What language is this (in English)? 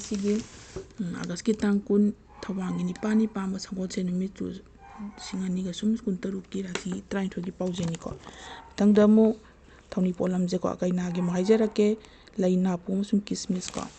Manipuri